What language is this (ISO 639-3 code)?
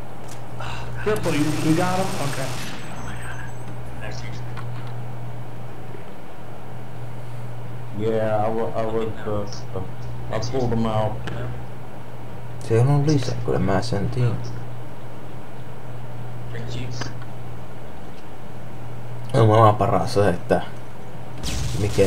fin